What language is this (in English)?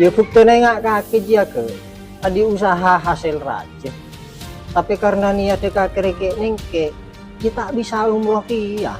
Madurese